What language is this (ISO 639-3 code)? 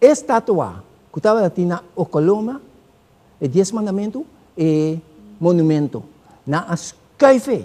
pap